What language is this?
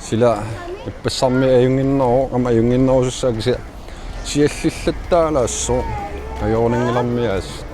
Kalaallisut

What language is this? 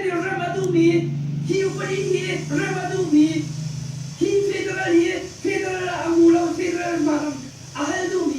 Hakha Chin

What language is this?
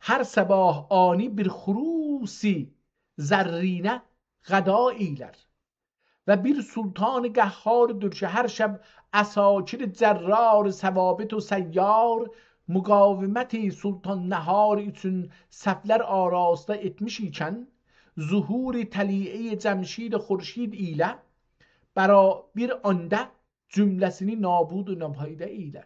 South Azerbaijani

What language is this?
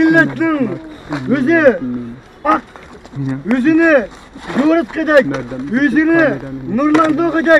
Turkish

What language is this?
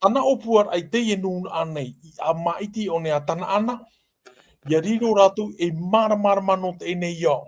Tahitian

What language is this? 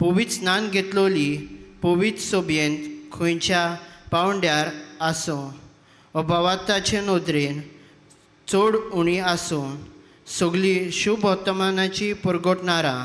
Konkani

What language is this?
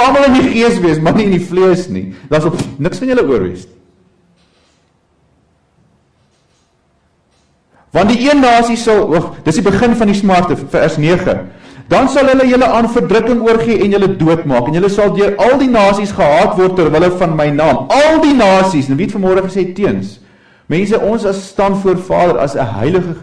Afrikaans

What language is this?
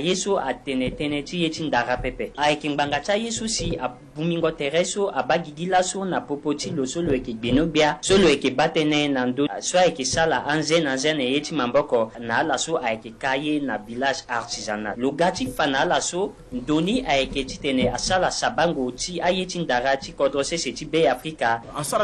Sango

